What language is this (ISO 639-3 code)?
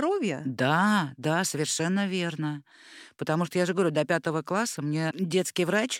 rus